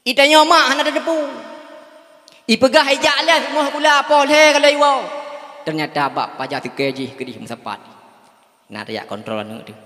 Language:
Achinese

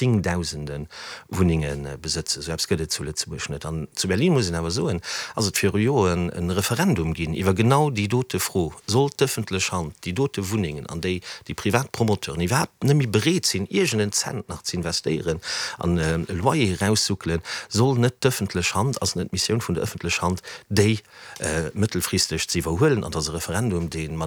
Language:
Luxembourgish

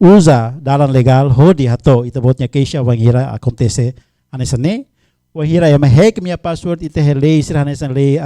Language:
Tetum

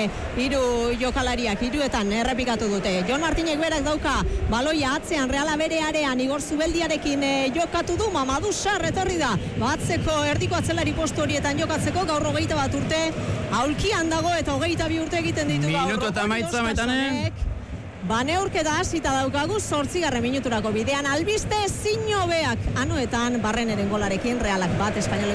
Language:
Basque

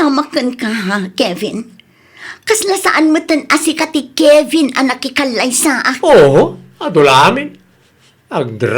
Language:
Iloko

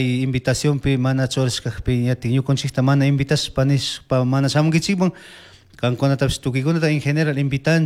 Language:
Chimborazo Highland Quichua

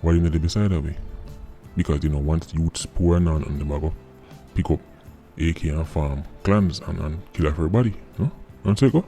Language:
Jamaican Creole English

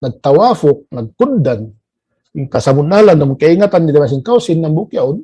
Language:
Tausug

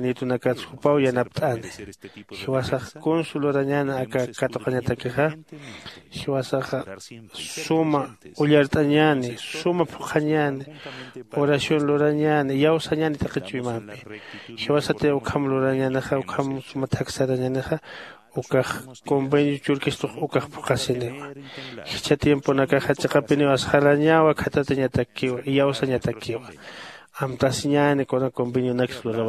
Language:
Aymara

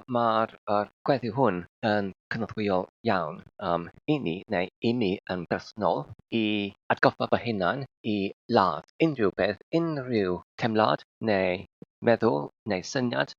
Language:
Welsh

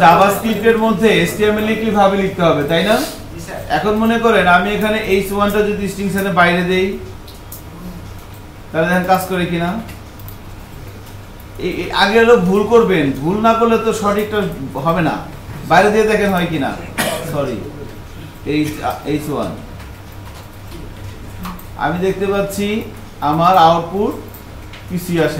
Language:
Bangla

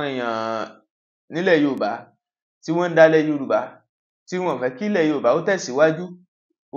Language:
Yoruba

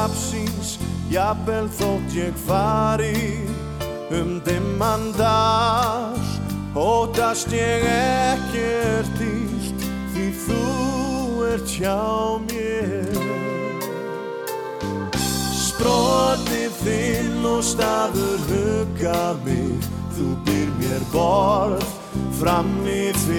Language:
Icelandic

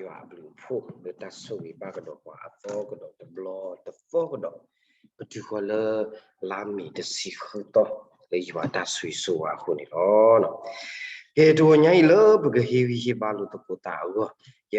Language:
S'gaw Karen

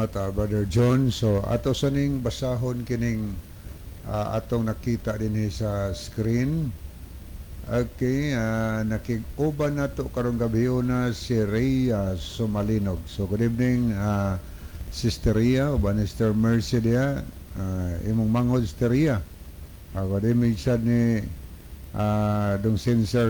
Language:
Cebuano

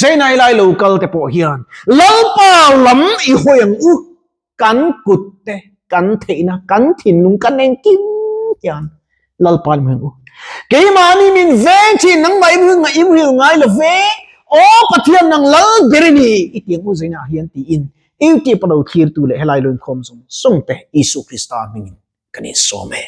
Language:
Mizo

